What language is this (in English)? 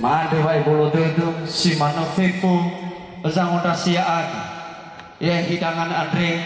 Nias